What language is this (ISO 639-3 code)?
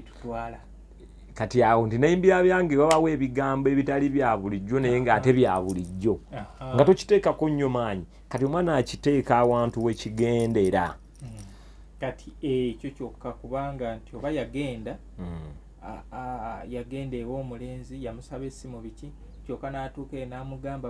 lug